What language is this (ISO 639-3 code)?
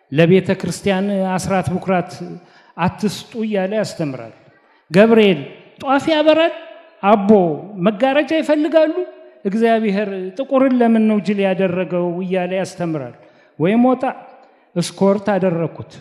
amh